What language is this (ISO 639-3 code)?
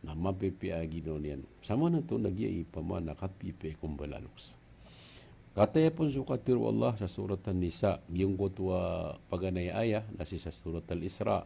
mrw